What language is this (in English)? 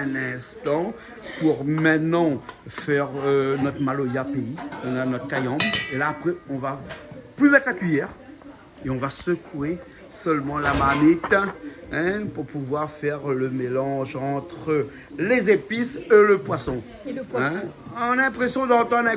Réunion Creole French